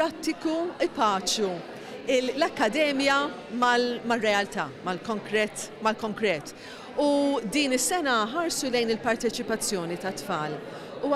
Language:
Maltese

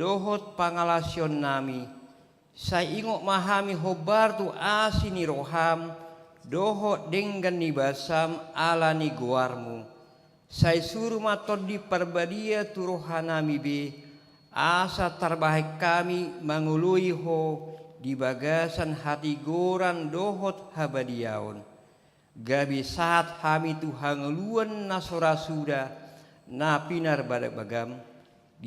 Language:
Batak Toba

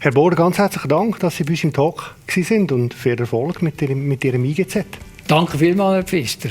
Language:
Swiss German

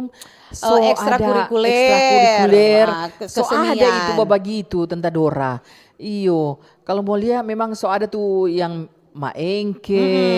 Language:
Manado Malay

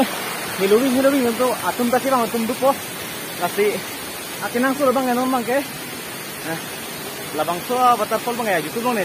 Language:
Karbi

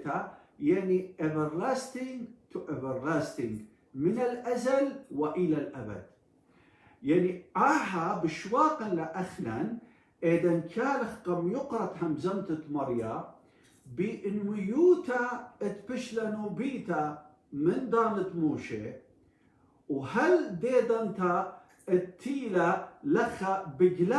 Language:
Assyrian Neo-Aramaic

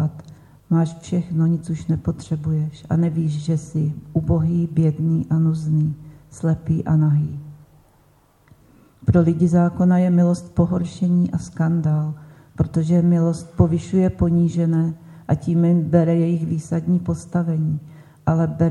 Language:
Czech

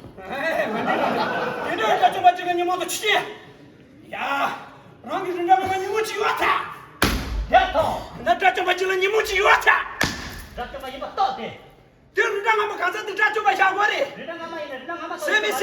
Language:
Tibetan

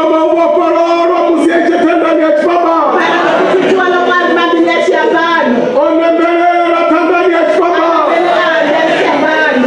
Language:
Venda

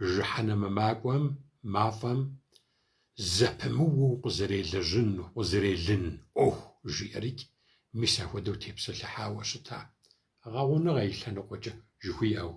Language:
Kabardian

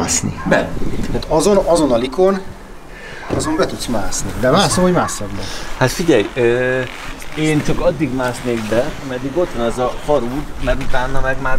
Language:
Hungarian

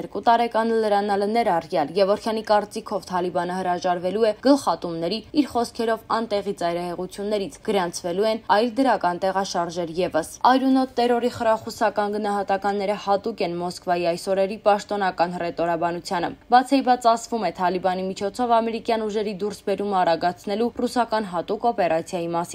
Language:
Armenian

